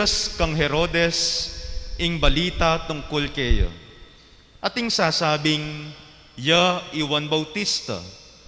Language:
Pampanga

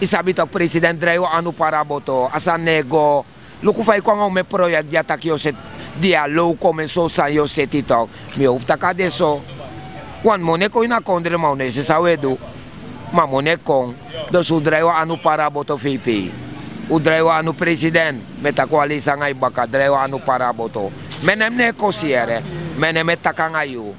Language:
Sranan Tongo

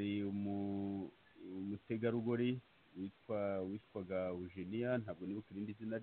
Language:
Kinyarwanda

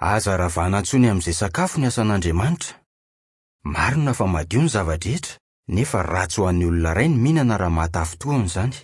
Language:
Malagasy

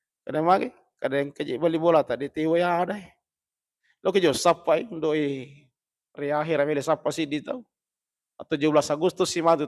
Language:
Buginese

